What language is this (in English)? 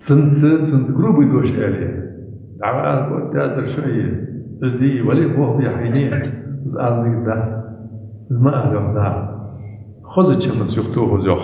Ingush